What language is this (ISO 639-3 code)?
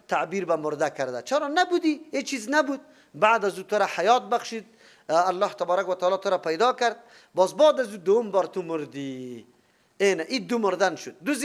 fas